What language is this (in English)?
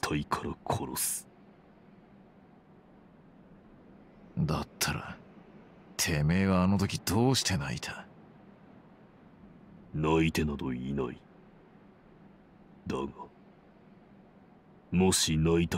Japanese